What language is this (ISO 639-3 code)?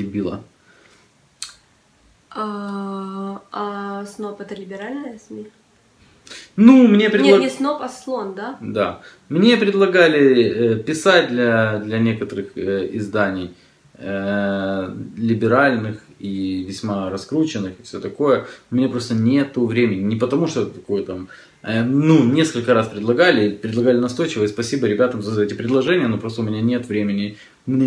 rus